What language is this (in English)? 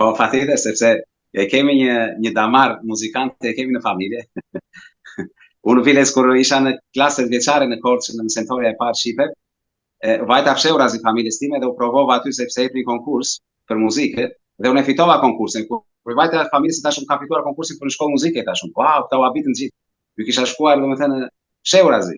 Albanian